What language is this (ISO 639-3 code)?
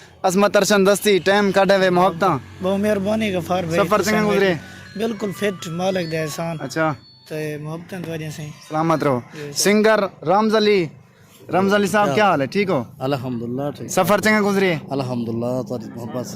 skr